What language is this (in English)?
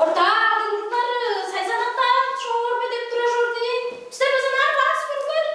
Tuvinian